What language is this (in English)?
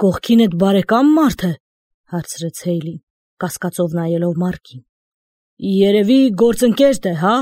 Armenian